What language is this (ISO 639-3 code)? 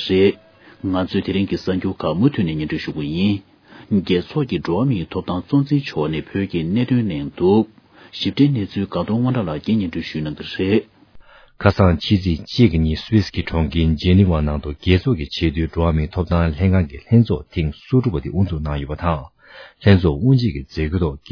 bod